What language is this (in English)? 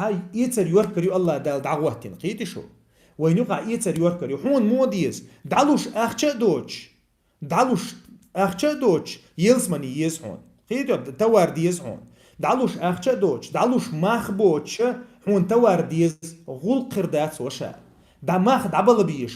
Chechen